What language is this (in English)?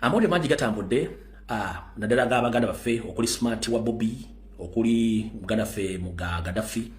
Ganda